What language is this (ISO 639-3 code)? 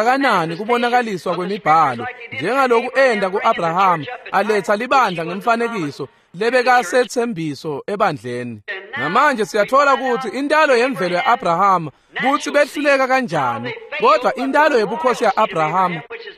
ssw